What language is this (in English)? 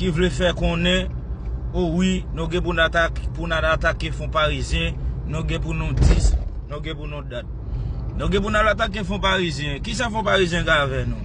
Haitian Creole